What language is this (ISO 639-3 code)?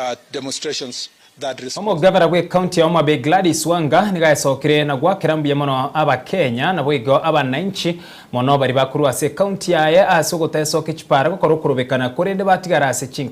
guz